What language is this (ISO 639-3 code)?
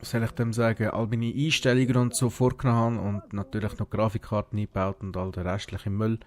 gsw